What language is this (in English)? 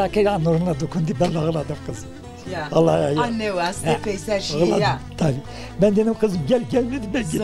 Zaza